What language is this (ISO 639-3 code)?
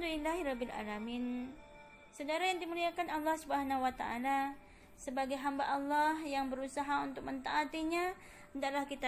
msa